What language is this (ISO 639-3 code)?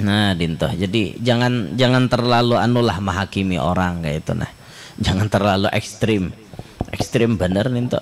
bjn